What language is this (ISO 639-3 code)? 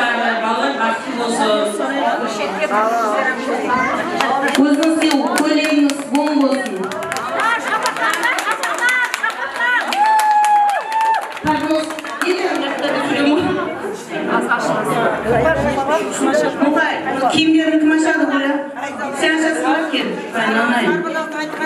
kaa